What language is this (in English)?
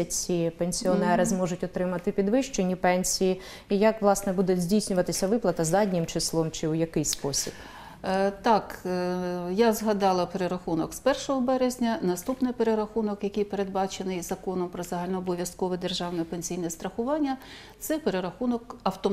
Ukrainian